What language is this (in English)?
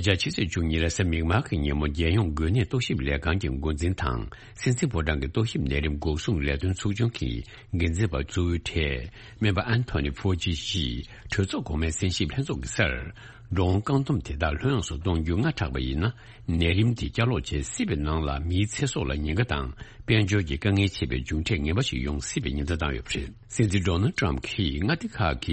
Tibetan